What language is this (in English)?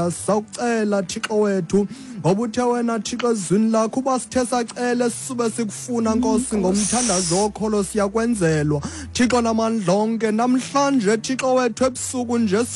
Xhosa